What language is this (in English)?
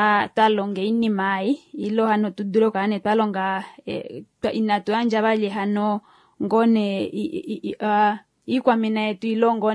Kuanyama